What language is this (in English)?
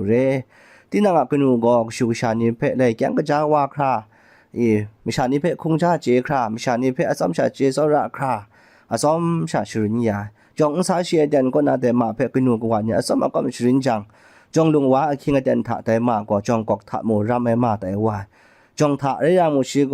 Kachin